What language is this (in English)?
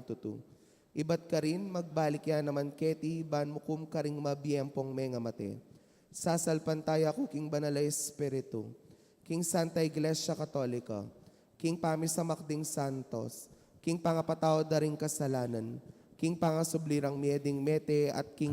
Pampanga